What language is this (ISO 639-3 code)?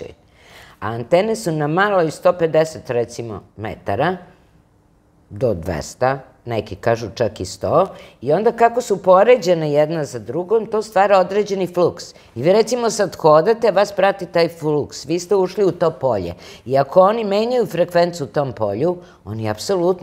srp